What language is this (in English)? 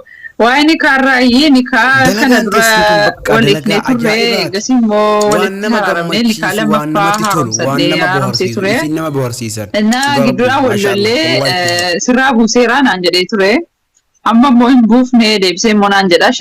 Oromo